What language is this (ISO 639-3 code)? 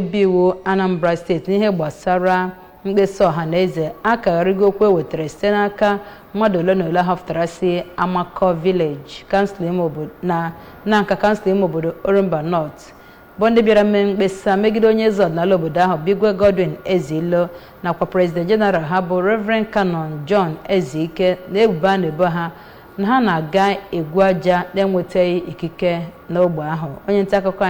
ibo